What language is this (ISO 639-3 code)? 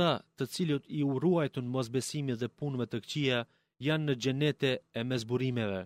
sqi